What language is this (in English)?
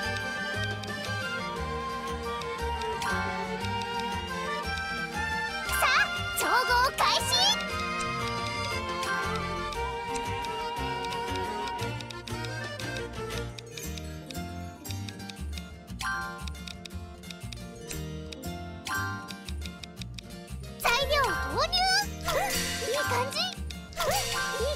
Japanese